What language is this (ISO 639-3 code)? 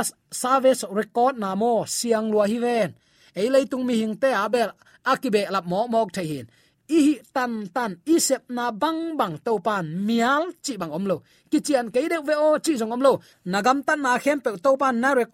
ctd